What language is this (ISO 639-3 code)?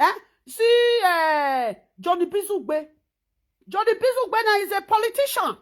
pcm